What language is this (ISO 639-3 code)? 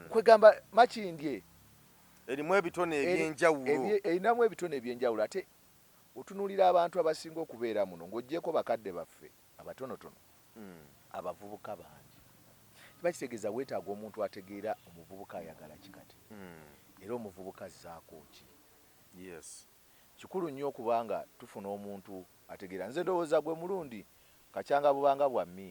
lug